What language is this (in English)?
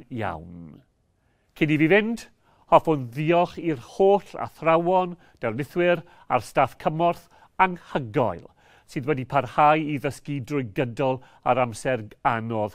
Welsh